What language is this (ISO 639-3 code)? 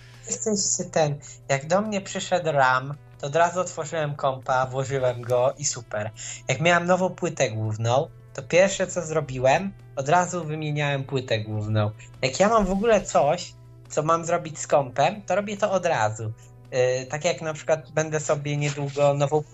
pol